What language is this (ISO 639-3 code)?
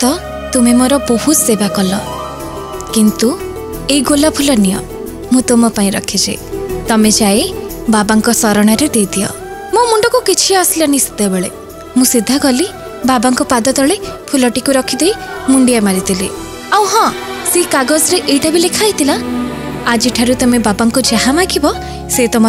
ori